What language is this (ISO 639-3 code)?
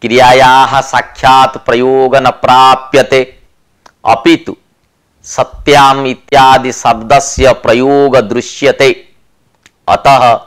san